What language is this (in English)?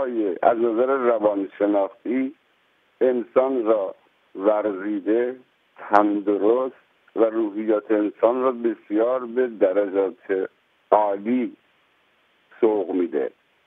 Persian